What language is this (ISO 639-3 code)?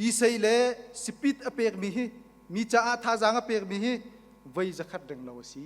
cnh